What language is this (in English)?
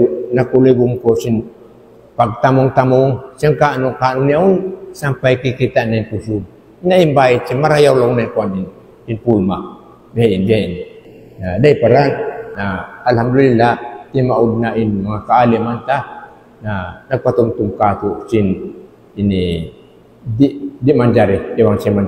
Tausug